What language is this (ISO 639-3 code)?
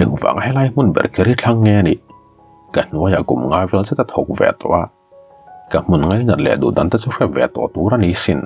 lus